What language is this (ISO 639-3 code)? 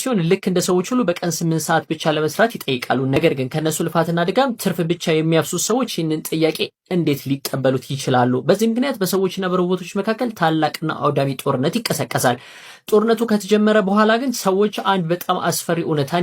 amh